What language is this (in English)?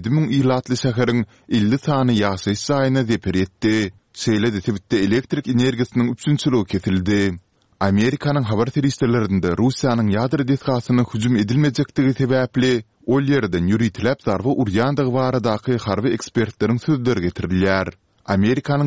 Turkmen